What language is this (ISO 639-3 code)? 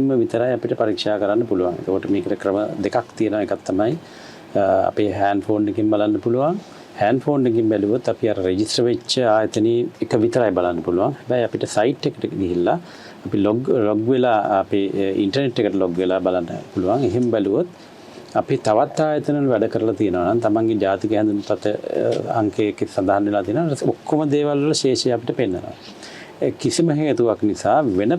sin